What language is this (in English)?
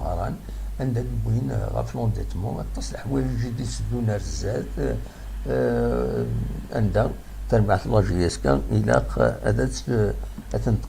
Kabyle